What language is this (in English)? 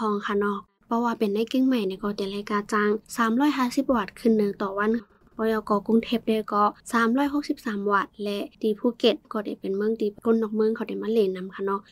Shan